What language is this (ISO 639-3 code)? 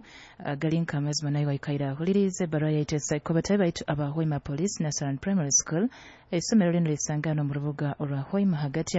nyo